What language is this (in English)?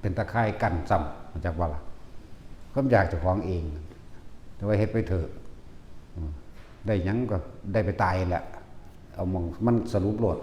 Northeastern Thai